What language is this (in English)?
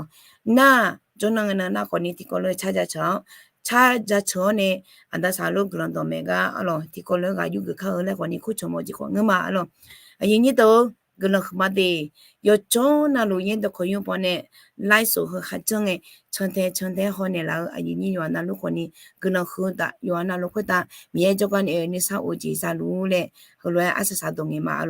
Akha